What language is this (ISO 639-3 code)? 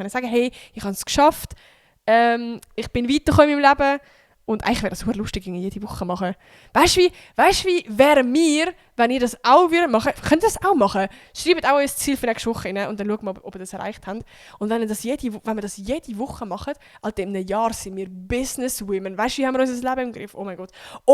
gsw